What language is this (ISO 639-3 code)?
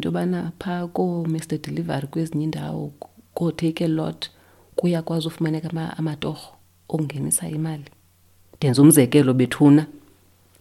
xho